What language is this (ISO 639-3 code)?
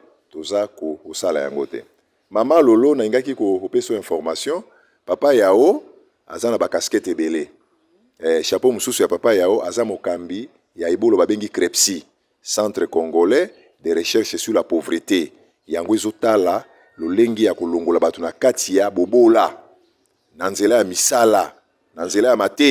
lin